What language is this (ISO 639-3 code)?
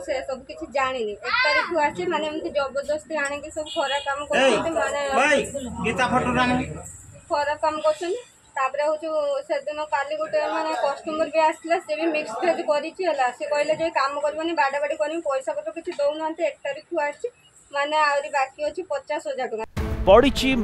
ori